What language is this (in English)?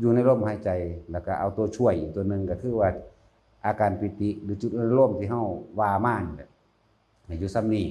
Northeastern Thai